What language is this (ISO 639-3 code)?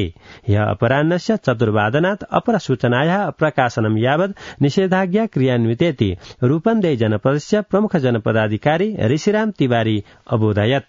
san